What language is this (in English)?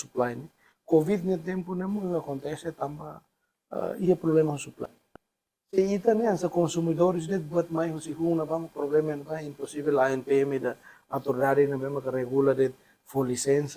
Tetum